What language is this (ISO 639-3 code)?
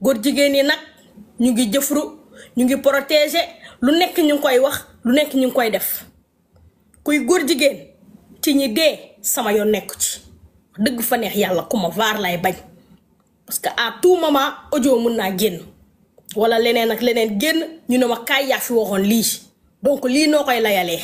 wol